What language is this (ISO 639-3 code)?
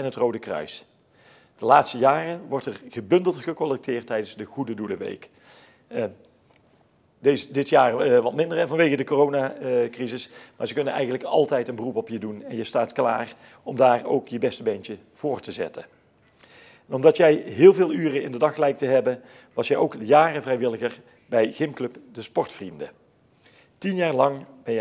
nld